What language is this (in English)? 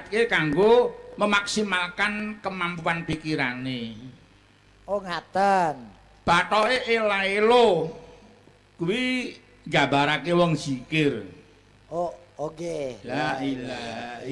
Javanese